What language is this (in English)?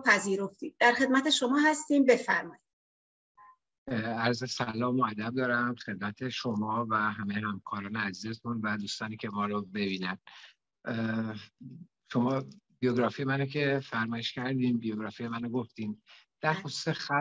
Persian